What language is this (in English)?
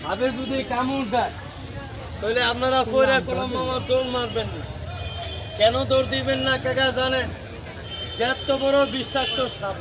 Sylheti